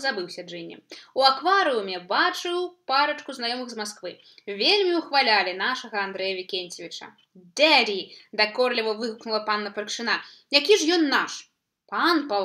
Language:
Belarusian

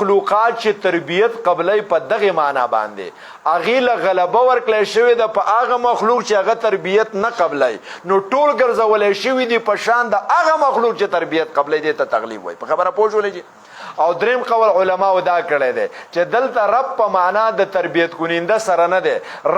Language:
Pashto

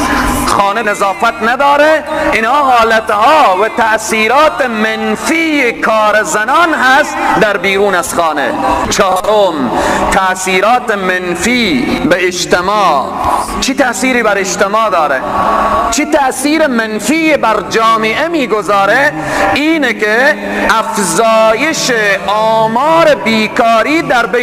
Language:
Persian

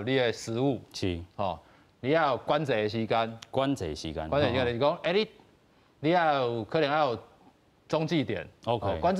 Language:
Min Nan Chinese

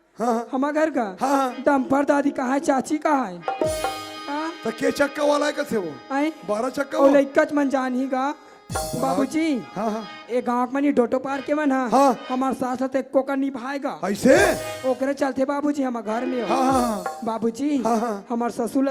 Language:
Chhattisgarhi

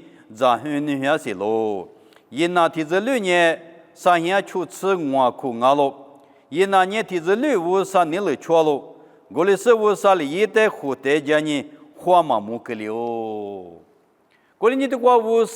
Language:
Lisu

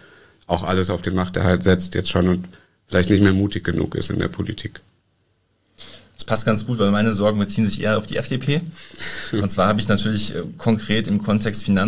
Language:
German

